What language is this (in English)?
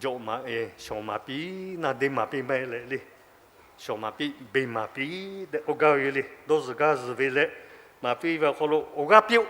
Lahu